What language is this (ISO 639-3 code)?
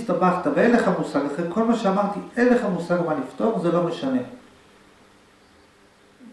heb